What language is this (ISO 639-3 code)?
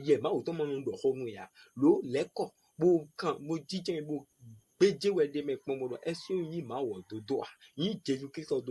fon